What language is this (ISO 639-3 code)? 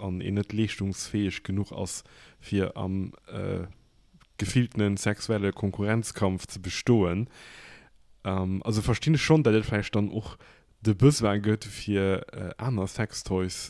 ltz